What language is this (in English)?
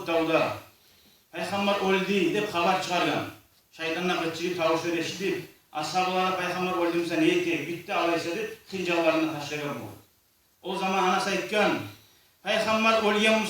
Kumyk